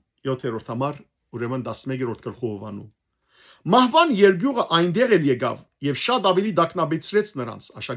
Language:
Western Armenian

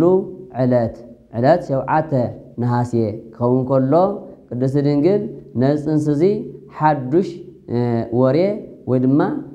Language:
Tigrinya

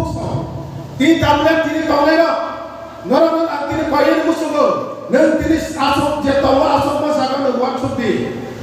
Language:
Kok Borok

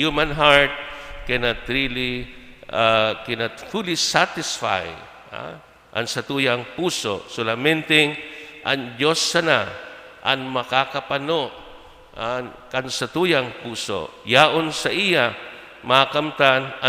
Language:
Bikol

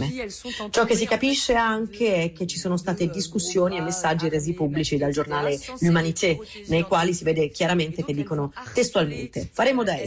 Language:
Italian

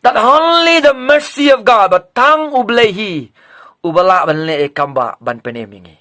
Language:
Khasi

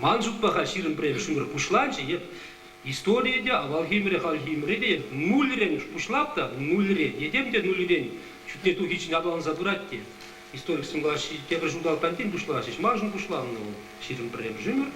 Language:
Chuvash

